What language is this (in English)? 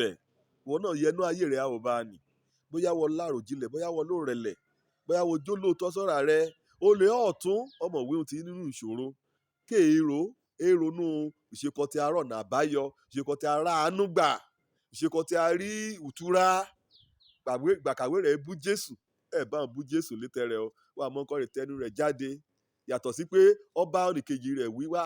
Yoruba